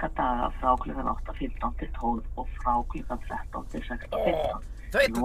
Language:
Icelandic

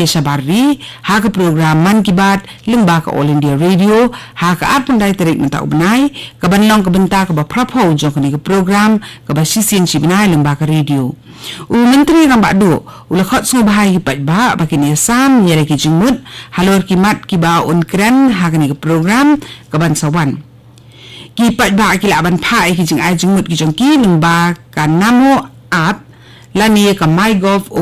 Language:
Khasi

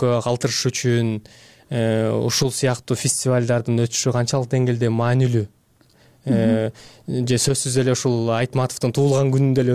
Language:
Kyrgyz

